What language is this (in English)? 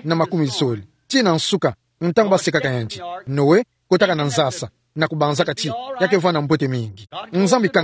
Kituba (Democratic Republic of Congo)